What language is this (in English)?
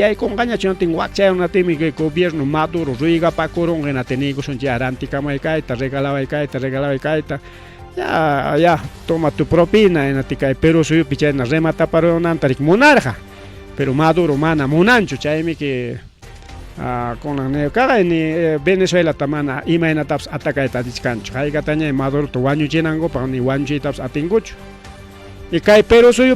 Ayacucho Quechua